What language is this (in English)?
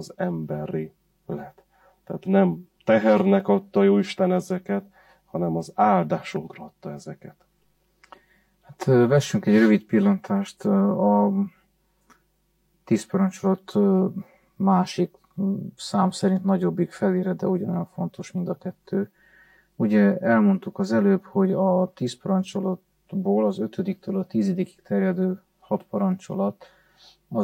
Hungarian